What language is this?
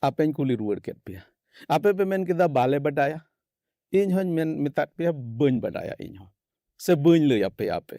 Santali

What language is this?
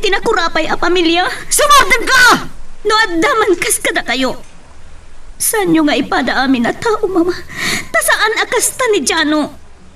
Iloko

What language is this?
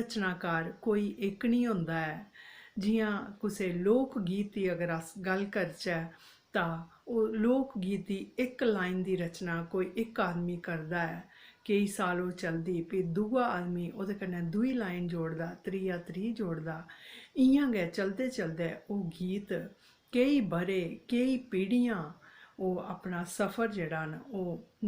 Dogri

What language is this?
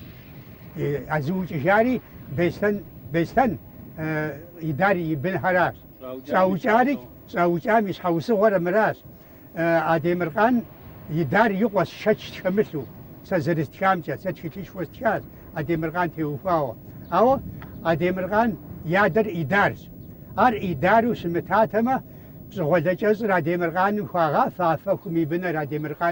Kabardian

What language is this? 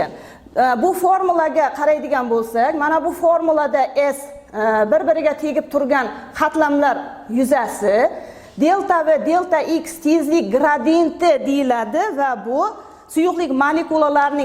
Uzbek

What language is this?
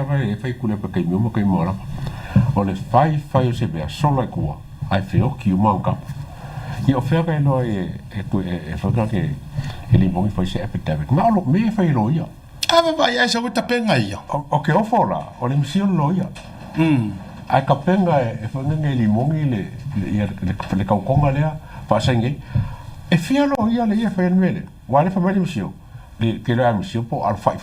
Samoan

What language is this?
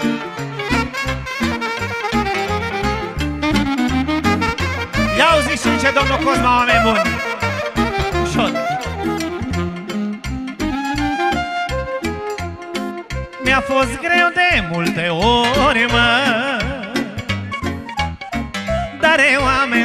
Romanian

